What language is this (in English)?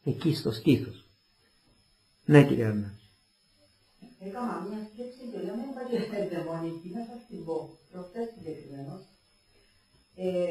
Greek